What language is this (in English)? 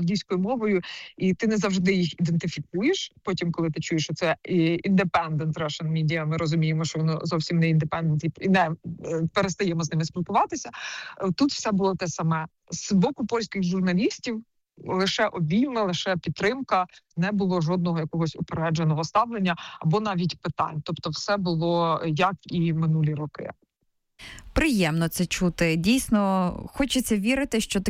Ukrainian